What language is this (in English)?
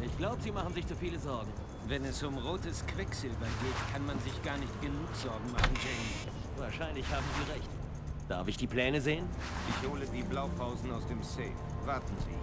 Bavarian